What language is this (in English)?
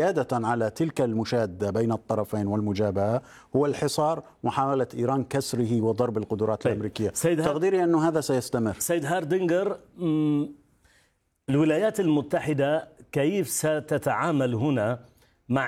Arabic